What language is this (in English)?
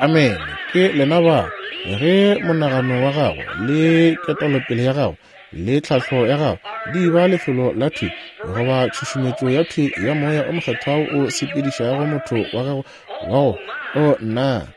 Northern Sotho